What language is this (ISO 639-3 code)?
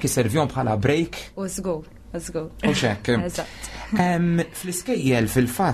mlt